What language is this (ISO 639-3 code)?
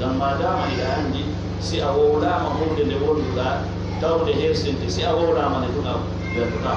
ful